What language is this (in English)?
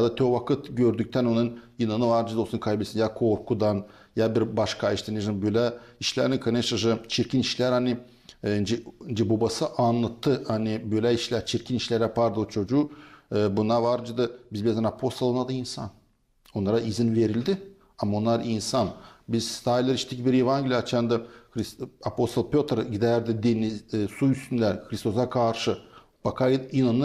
Gagauz